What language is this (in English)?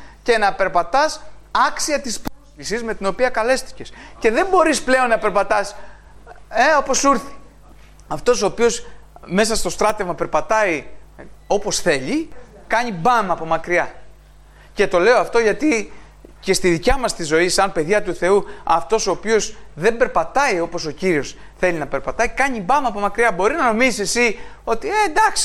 Greek